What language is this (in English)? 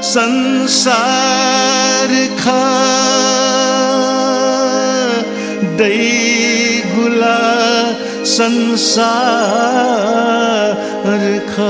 Newari